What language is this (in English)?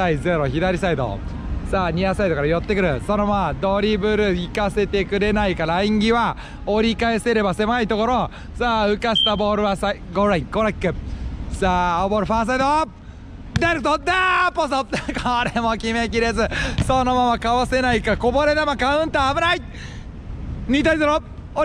Japanese